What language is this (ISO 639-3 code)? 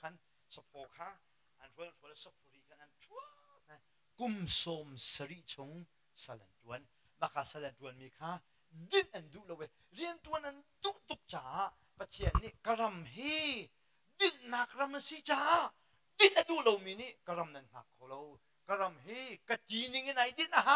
cnh